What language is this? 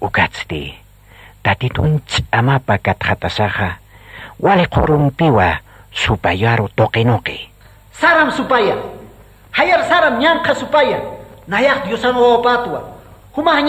Aymara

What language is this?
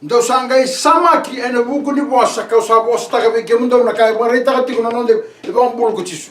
Fijian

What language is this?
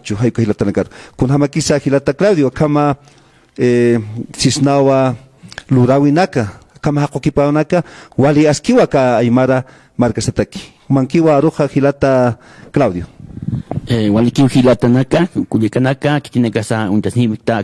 Aymara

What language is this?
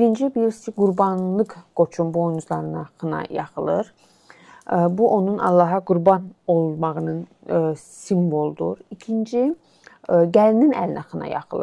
Azerbaijani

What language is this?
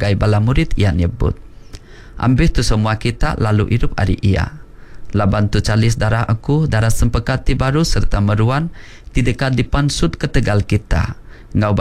Iban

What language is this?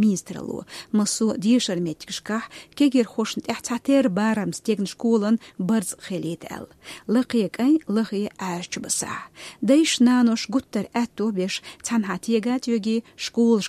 Chechen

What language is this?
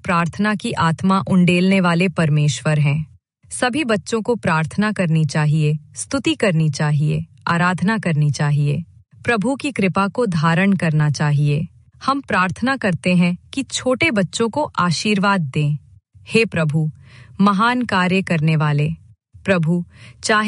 Hindi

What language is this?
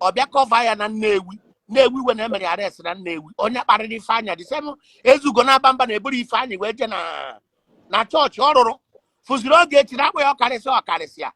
Igbo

